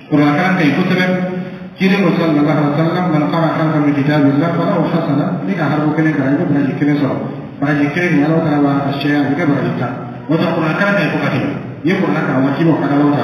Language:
Dyula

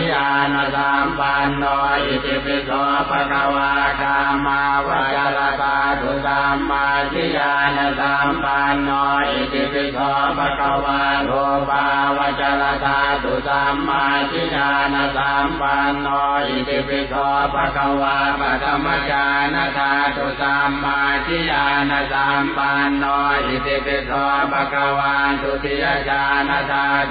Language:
Pali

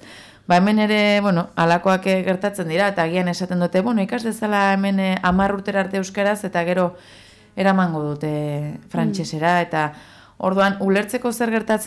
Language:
Basque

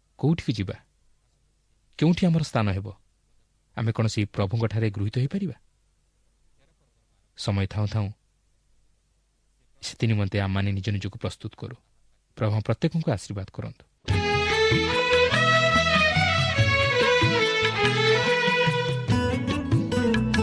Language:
Odia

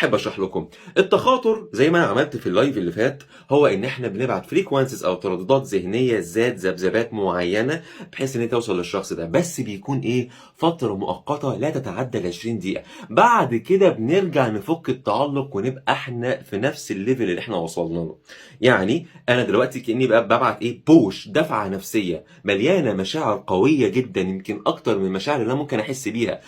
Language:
Egyptian Arabic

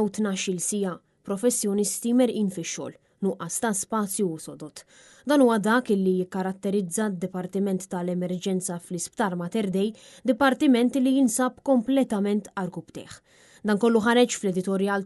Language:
Maltese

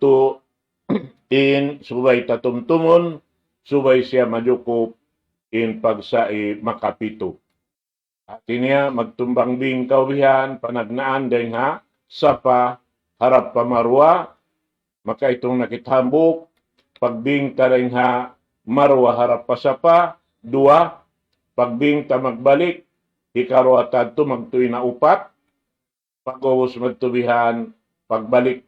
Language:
Tausug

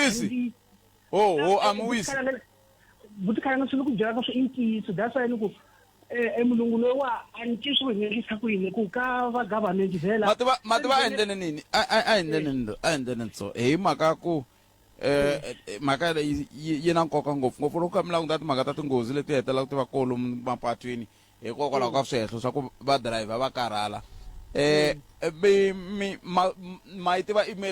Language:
Tsonga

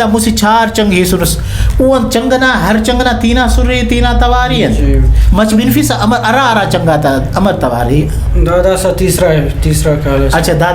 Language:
Brahui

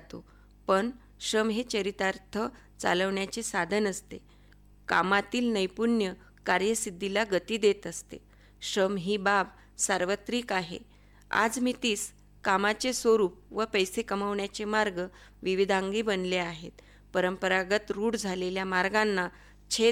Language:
Marathi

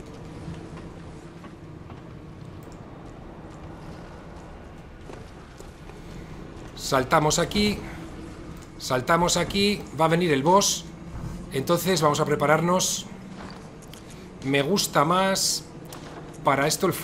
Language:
Spanish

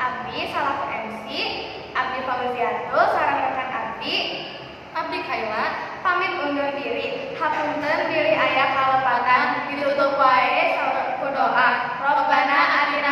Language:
Sundanese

